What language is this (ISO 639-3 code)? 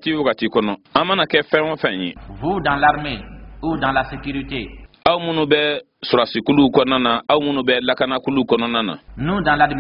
bam